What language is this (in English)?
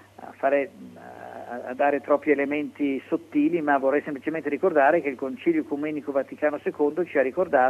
Italian